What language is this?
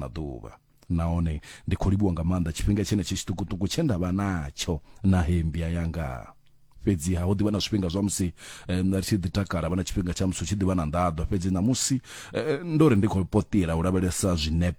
Venda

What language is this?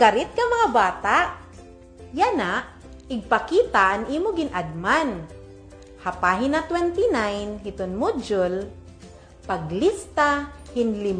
Waray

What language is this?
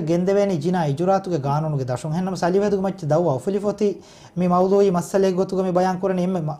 Divehi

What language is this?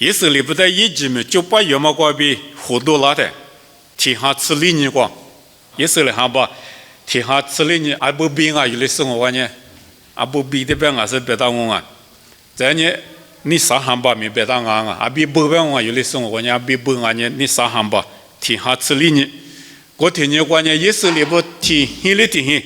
Lisu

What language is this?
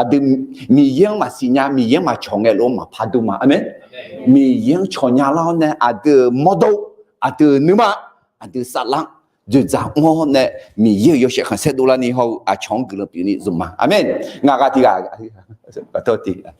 Akha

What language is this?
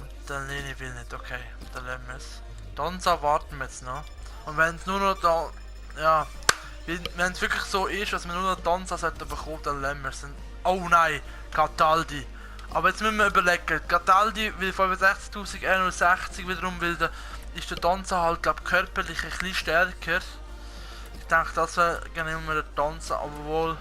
Swiss German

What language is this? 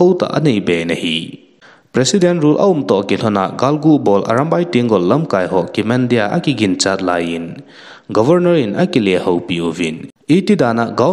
Thado Chin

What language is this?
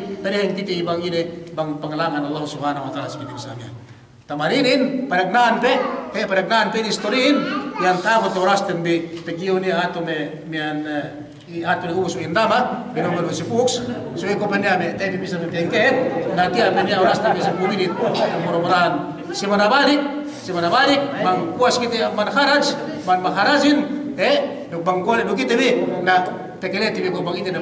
Yakan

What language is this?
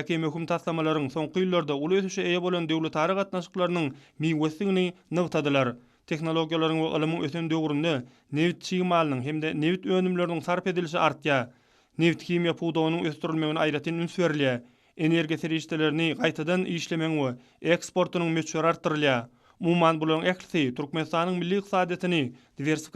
Turkmen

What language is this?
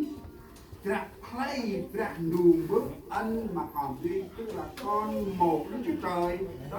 Central Mnong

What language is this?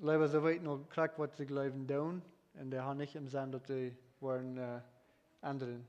Plautdietsch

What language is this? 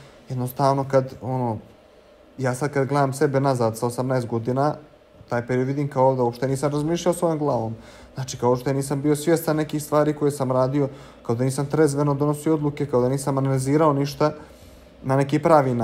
Bosnian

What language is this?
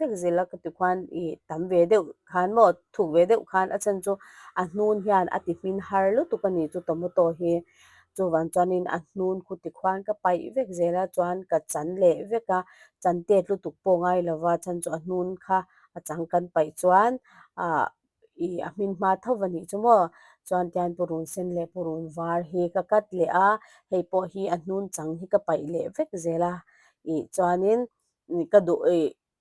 Mizo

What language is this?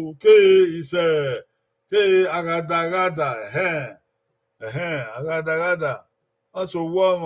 Bini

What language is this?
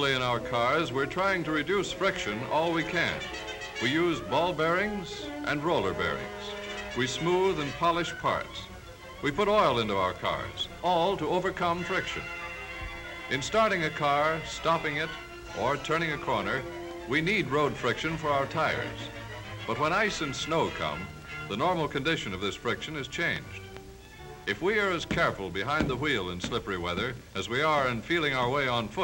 English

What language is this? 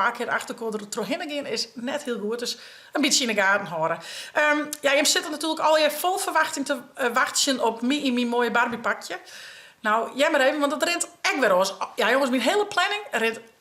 Western Frisian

